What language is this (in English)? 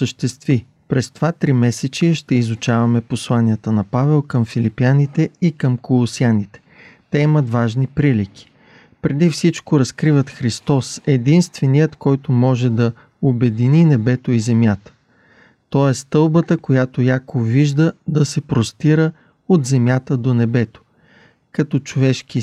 Bulgarian